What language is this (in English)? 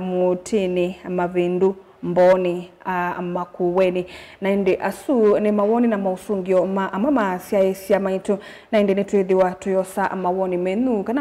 Kamba